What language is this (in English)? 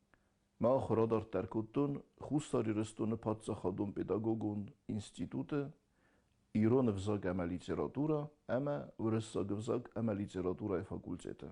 Ossetic